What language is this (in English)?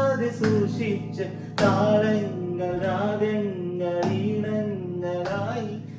Malayalam